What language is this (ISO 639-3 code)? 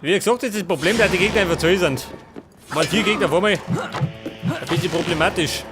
bar